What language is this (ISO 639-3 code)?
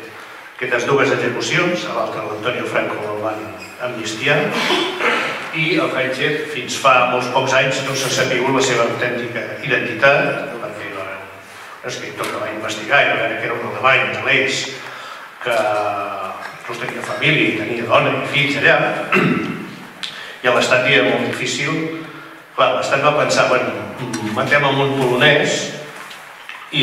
cat